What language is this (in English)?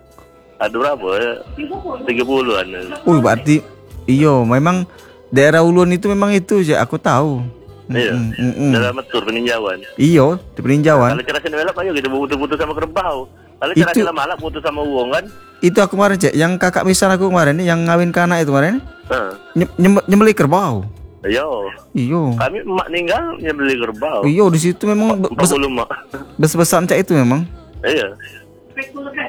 Indonesian